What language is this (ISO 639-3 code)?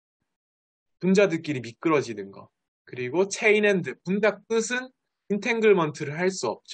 kor